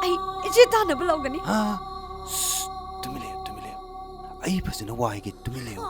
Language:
Manipuri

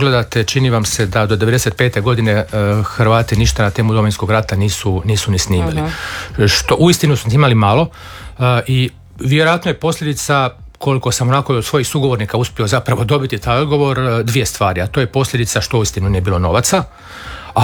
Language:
Croatian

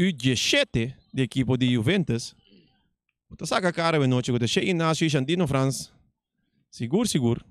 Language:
Papiamento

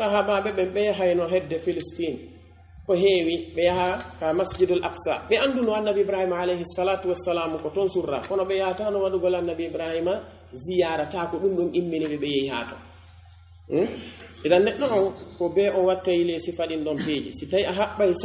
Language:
Pular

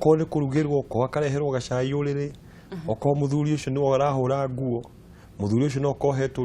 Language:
Kikuyu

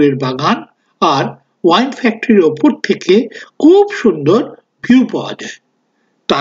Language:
Bangla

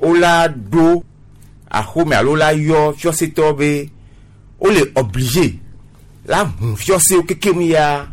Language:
Gen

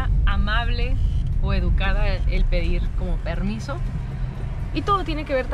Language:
Spanish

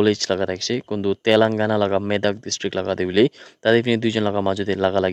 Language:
Naga Pidgin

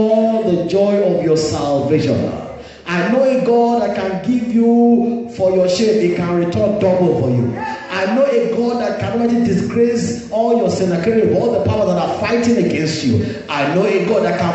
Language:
English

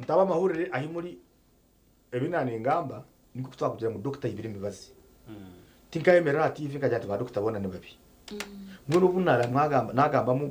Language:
Nyankole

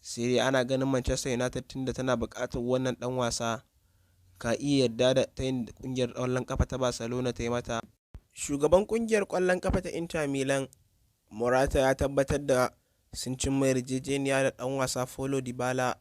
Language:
Hausa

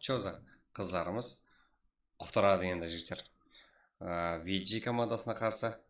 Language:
Kara-Kalpak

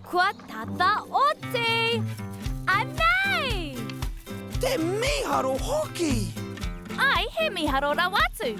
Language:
Māori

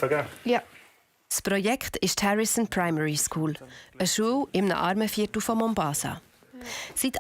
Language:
Swiss German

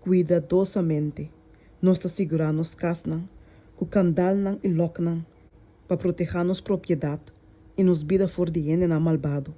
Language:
Papiamento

